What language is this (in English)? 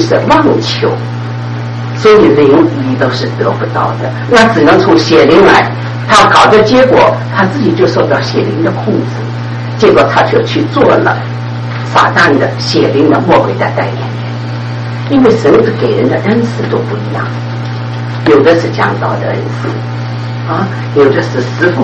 Chinese